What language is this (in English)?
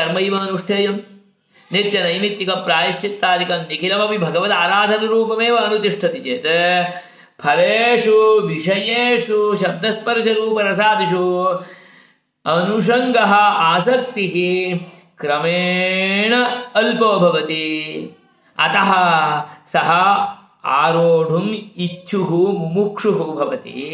Sanskrit